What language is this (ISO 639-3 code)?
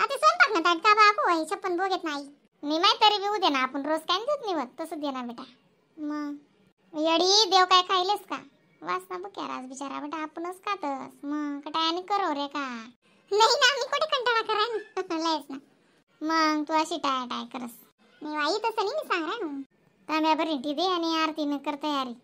khn